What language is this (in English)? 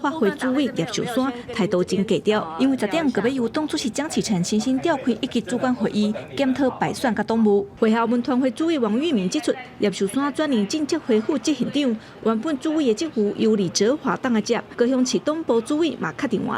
Min Nan Chinese